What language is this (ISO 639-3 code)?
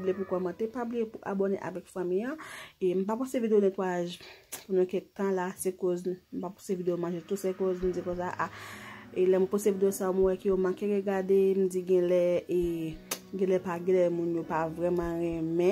hat